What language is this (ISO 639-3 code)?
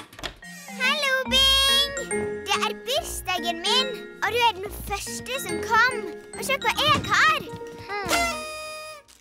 nor